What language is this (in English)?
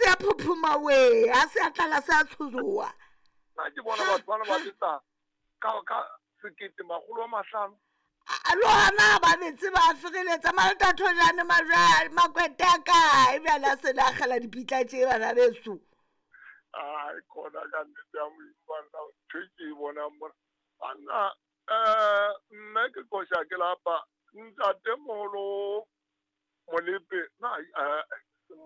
Southern Sotho